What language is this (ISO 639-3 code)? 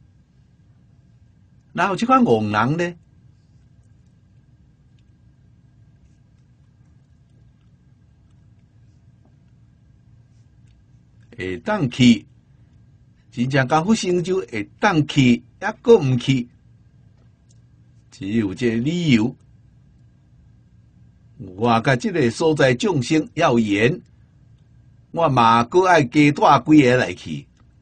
nan